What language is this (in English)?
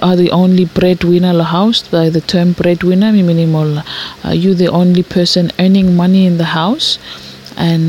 Bislama